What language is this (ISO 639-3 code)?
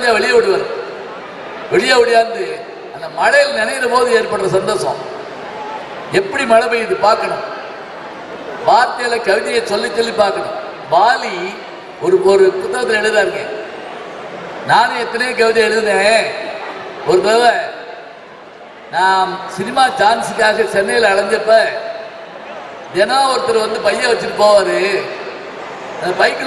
tam